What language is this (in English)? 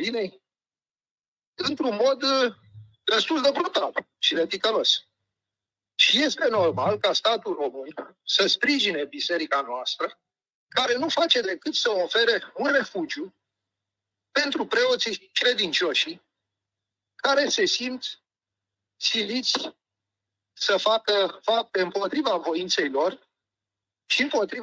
Romanian